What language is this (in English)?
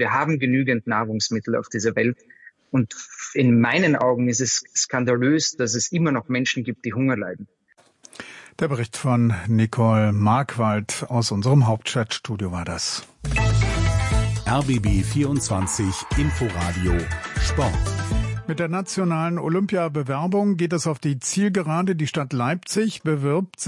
German